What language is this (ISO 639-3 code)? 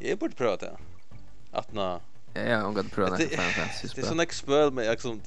fao